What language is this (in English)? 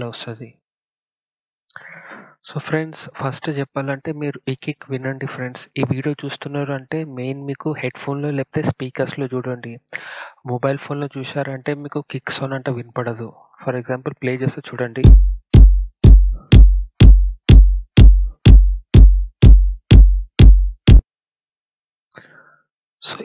Telugu